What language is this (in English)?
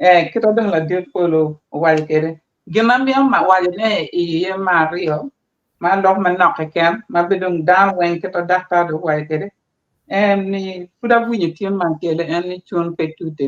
Acoli